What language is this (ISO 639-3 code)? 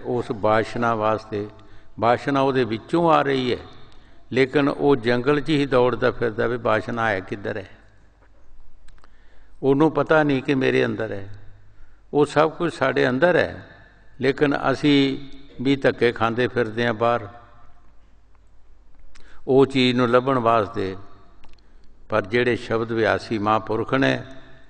pan